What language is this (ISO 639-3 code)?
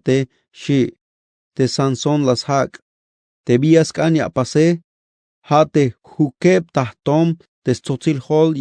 tzh